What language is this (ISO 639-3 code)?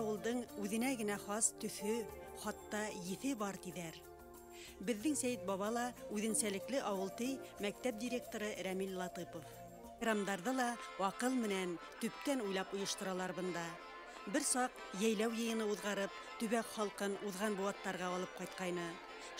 bak